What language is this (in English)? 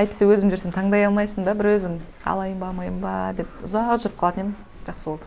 Kazakh